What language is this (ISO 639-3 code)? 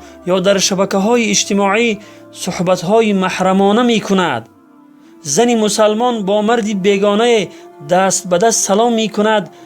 tgk